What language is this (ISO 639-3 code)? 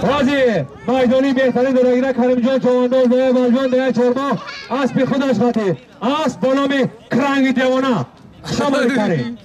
tgk